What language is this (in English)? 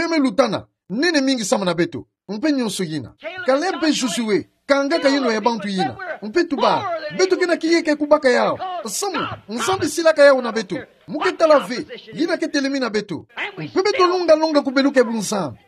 Kituba (Democratic Republic of Congo)